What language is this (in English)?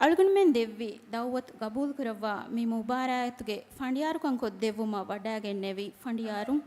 Divehi